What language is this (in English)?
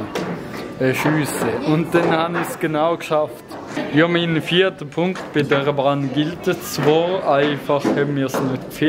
Swiss German